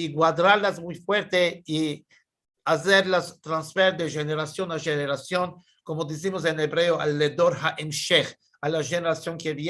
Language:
Ladino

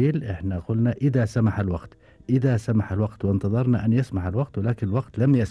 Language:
Gulf Arabic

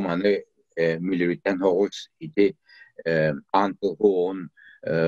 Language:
Yakut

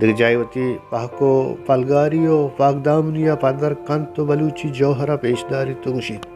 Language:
Baluchi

